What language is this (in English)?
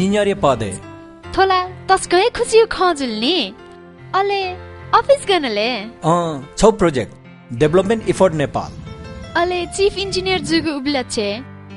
Newari